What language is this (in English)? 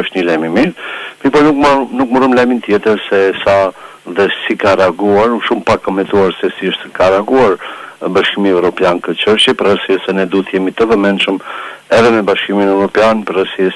Albanian